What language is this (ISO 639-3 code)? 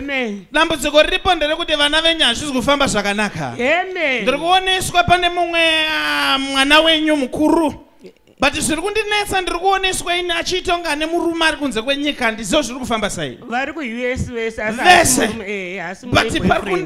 sna